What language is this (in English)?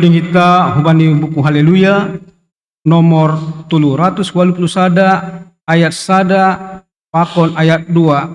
Batak Simalungun